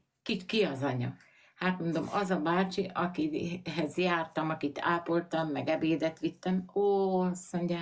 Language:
Hungarian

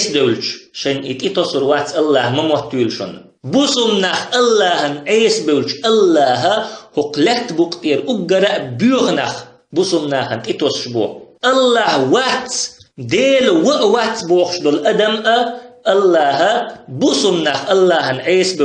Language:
Chechen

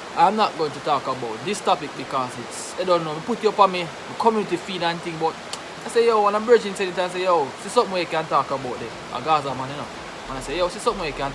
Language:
Jamaican Creole English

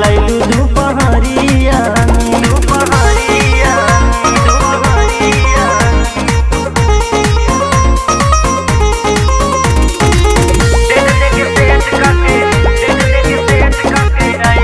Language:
Bhojpuri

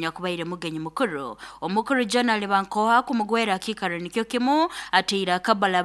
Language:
Nyankole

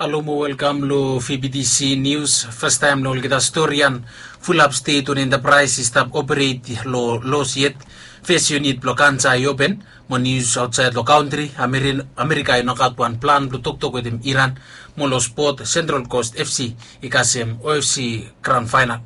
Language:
Bislama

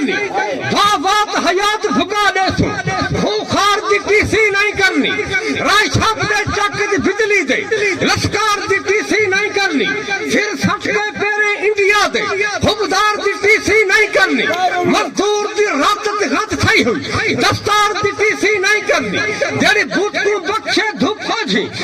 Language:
Saraiki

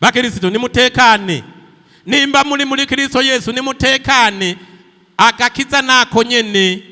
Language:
Rundi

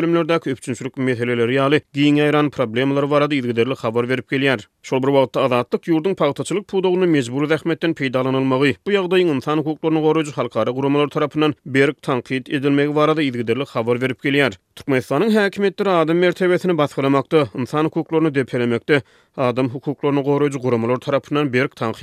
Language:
Turkmen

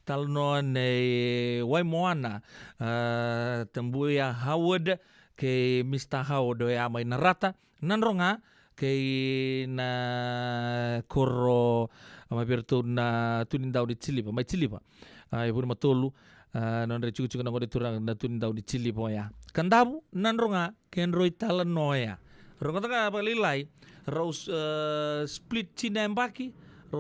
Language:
Fijian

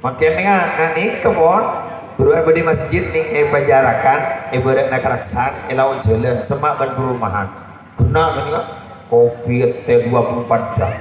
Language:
Madurese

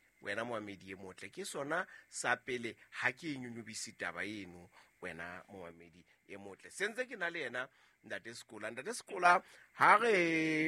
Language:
Southern Sotho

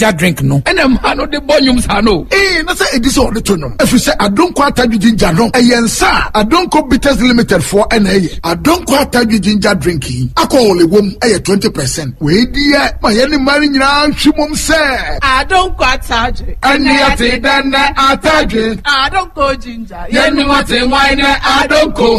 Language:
Akan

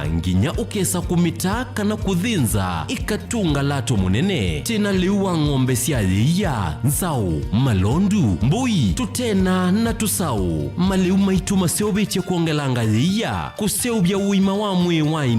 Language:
Kamba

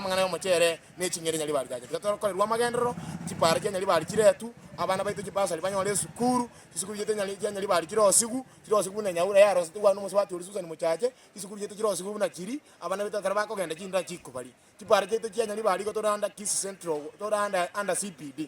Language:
Gusii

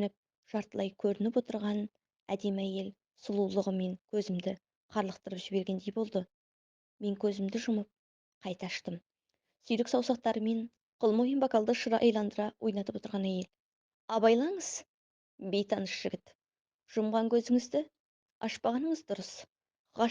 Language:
Kazakh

